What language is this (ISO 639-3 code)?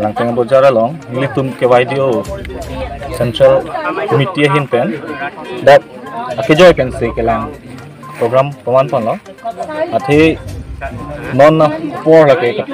mjw